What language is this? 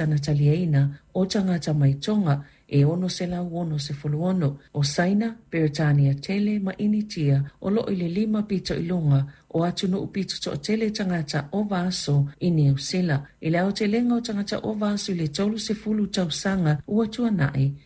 Samoan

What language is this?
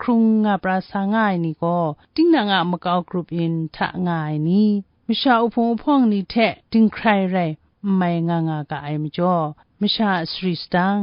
Kachin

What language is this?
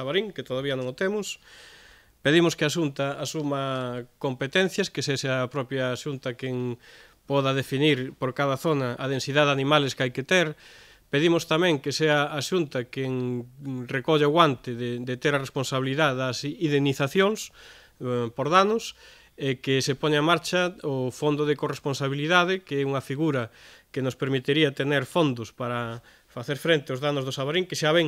Galician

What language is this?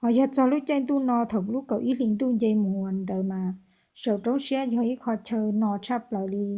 Hmong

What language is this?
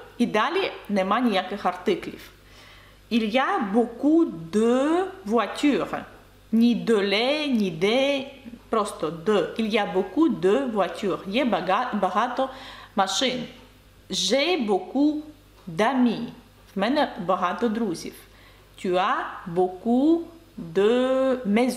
Ukrainian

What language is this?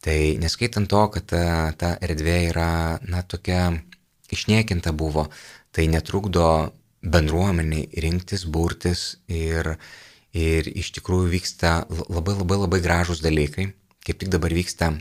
Lithuanian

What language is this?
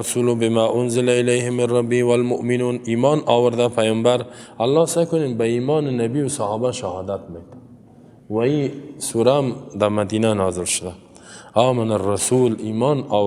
Persian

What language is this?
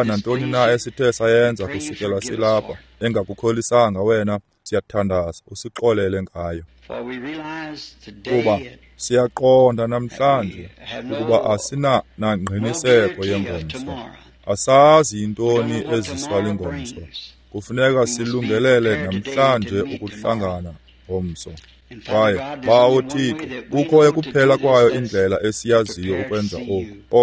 Xhosa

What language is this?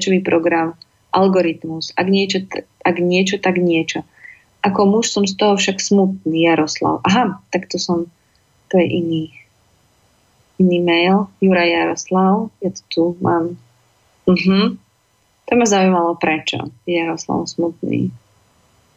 Slovak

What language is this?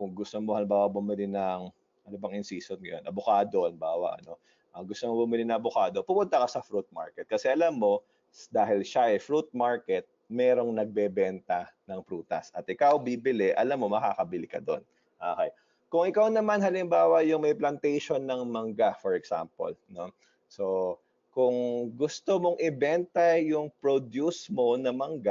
Filipino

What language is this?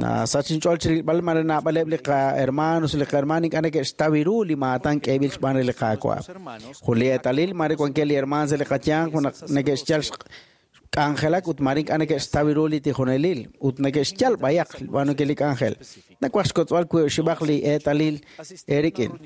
Kekchí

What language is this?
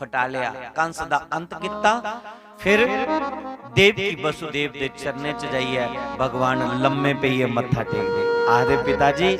Dogri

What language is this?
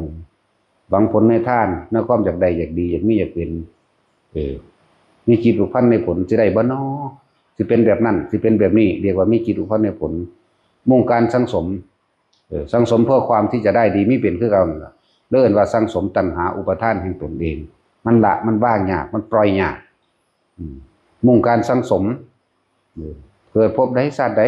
Northeastern Thai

